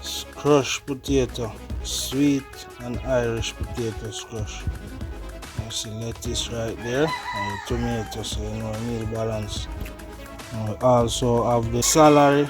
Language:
Jamaican Creole English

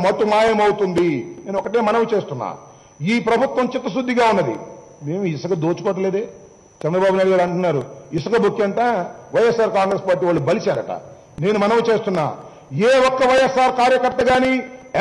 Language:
Telugu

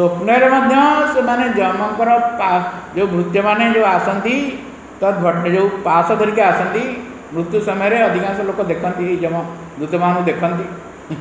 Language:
Odia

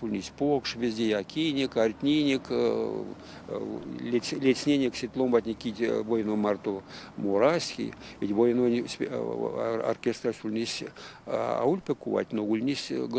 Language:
Erzya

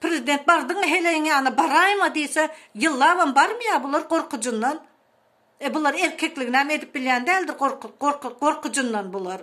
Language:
Turkmen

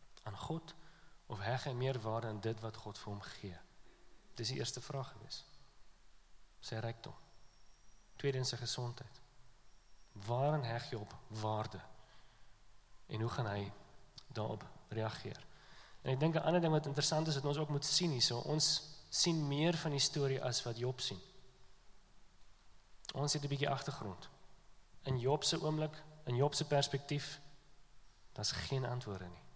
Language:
Afrikaans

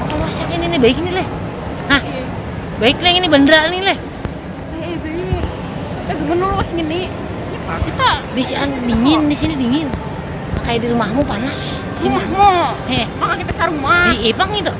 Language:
Banjar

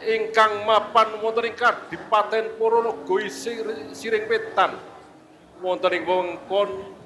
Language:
Javanese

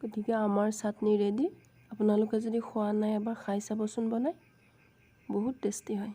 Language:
Assamese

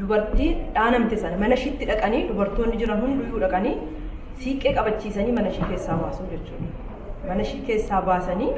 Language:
Oromo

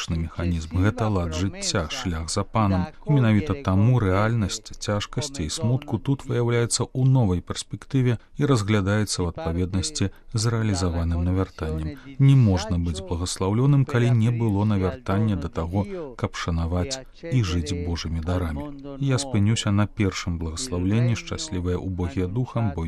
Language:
Belarusian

